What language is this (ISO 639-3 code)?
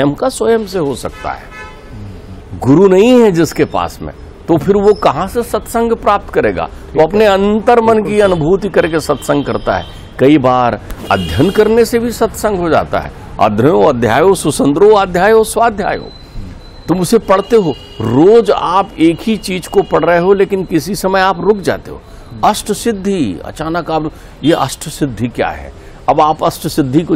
hin